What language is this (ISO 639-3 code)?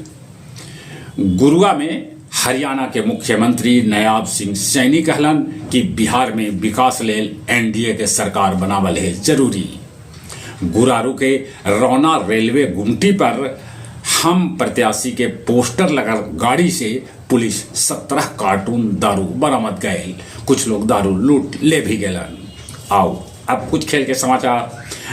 mag